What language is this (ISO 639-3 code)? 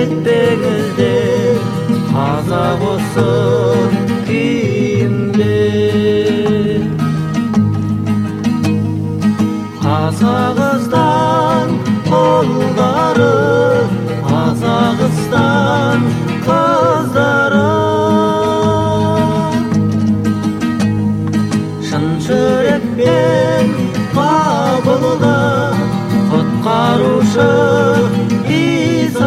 kaz